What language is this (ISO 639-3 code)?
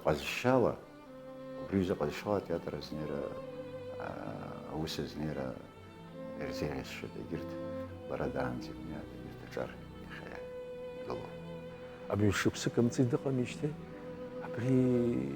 abk